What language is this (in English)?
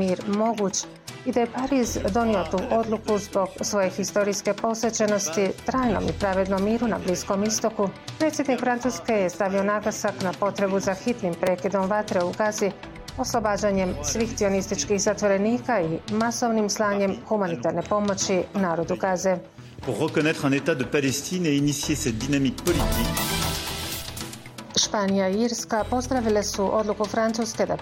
Bosnian